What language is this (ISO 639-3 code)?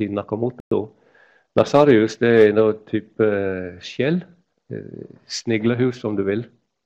nor